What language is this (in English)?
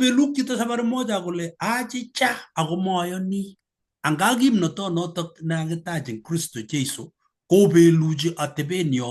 Kalenjin